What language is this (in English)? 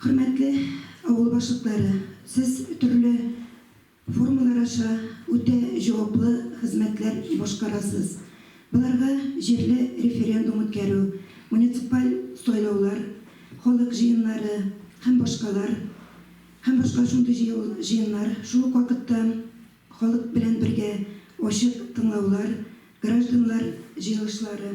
Tatar